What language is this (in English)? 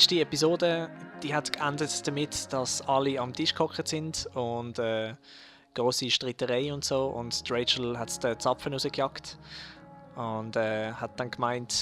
Swiss German